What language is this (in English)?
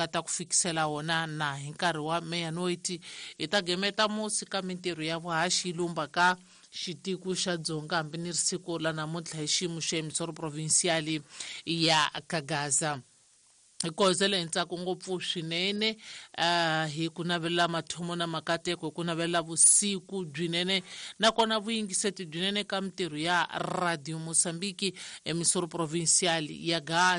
Tsonga